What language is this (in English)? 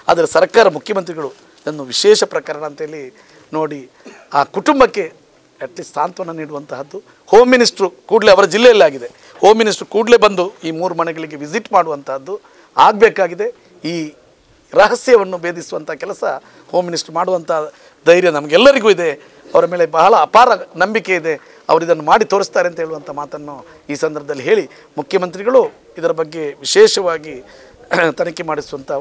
Kannada